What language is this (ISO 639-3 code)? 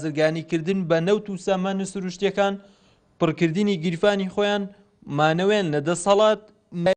ckb